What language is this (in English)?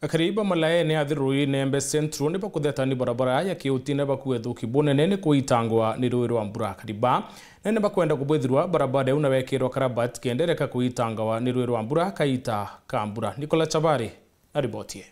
Meru